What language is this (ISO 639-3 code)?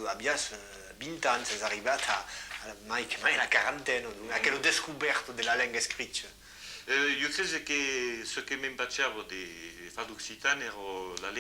oci